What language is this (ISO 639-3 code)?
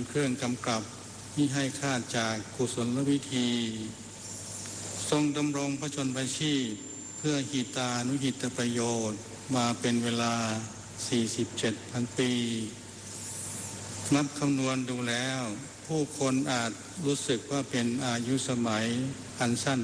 tha